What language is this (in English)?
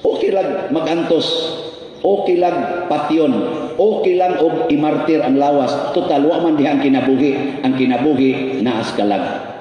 Cebuano